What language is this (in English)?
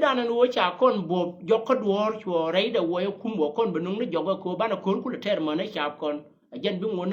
Nuer